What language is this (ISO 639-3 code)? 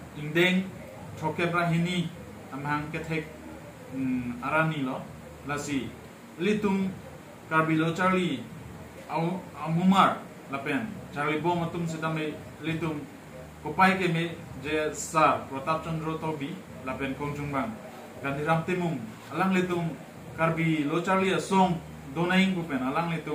mjw